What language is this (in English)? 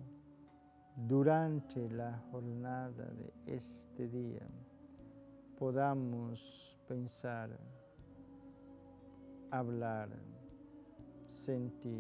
Spanish